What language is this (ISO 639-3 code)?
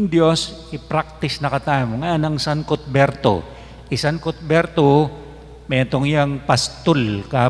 pam